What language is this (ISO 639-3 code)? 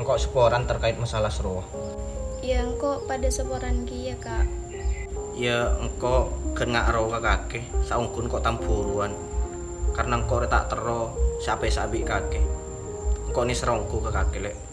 mad